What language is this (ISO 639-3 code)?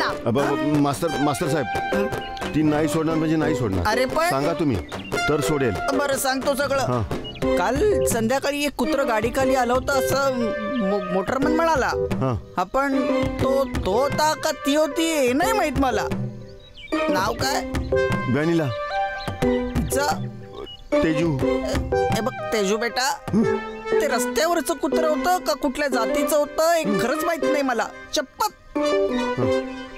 mar